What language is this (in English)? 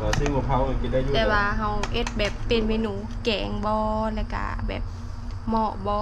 Northeastern Thai